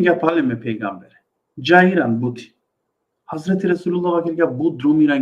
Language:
Balkan Romani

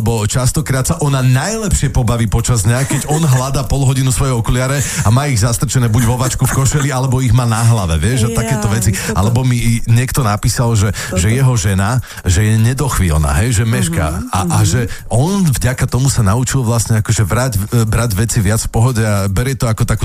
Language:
Slovak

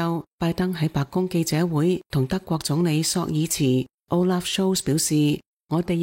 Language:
Cantonese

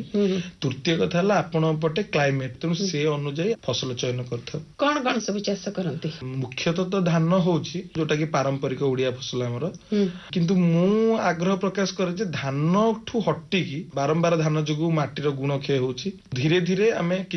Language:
Odia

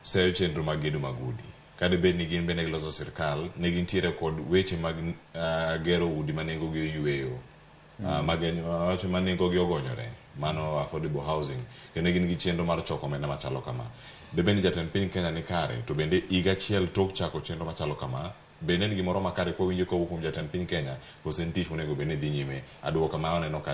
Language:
Luo (Kenya and Tanzania)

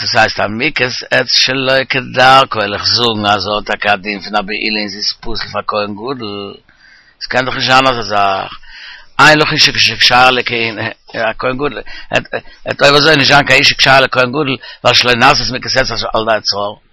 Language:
Yiddish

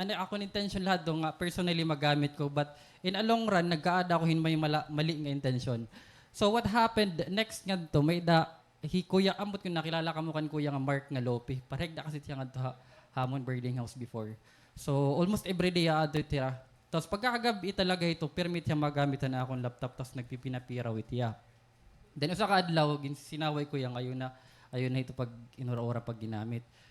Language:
Waray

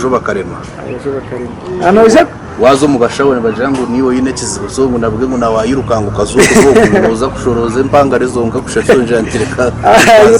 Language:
Nyankole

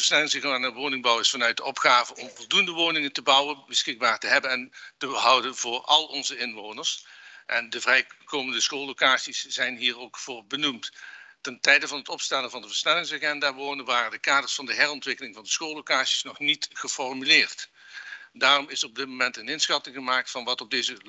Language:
Dutch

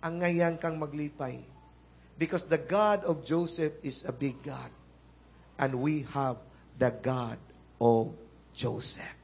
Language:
Cebuano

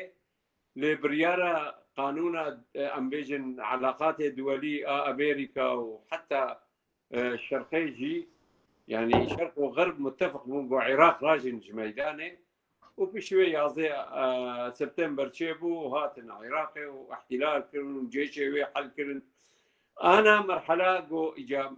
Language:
Kurdish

